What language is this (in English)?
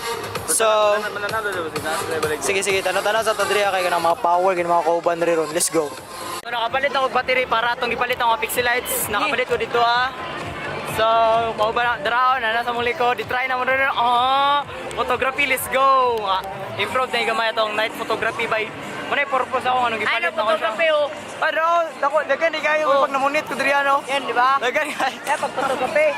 Cebuano